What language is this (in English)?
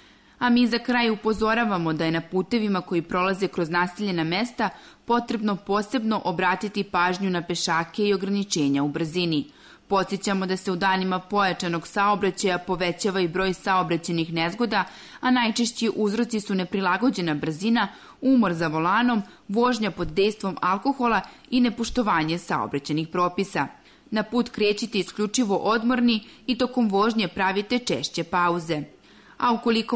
Serbian